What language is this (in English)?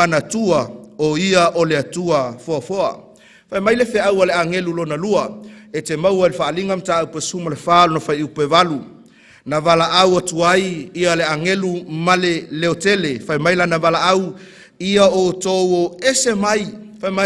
Samoan